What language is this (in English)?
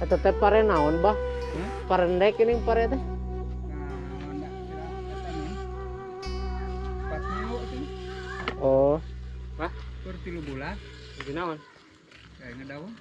Sundanese